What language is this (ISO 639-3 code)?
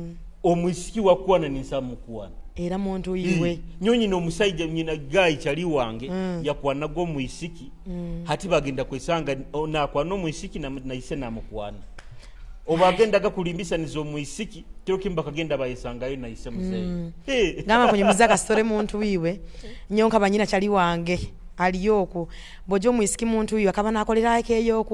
nyo